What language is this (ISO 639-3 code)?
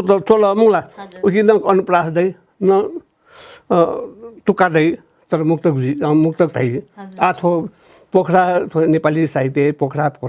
new